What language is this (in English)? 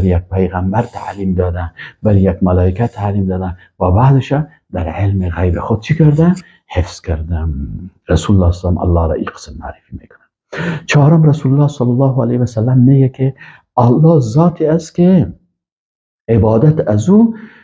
Persian